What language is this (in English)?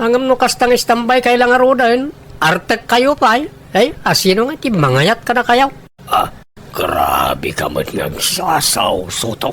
Iloko